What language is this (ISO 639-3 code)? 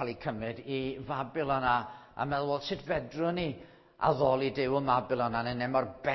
cym